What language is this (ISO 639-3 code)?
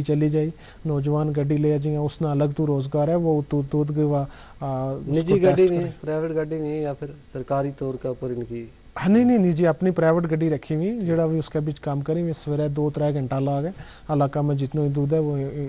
gju